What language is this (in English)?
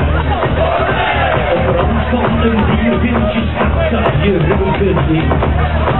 Dutch